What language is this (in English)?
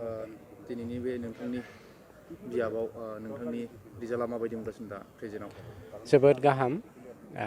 Bodo